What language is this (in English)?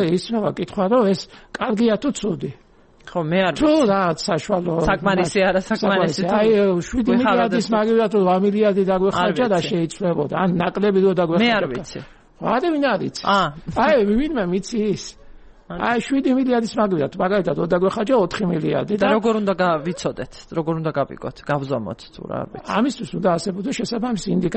Georgian